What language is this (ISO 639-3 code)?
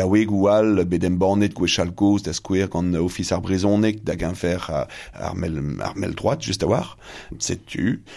bre